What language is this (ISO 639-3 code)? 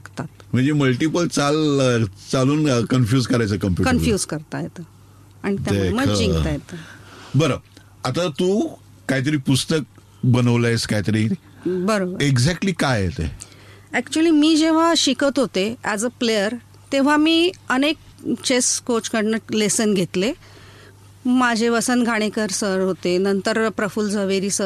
mar